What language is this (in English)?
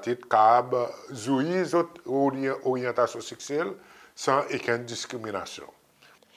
Seselwa Creole French